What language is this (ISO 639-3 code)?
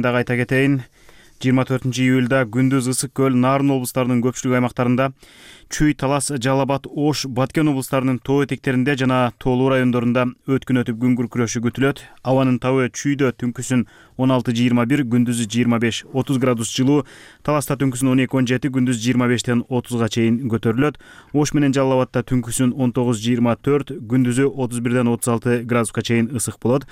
kir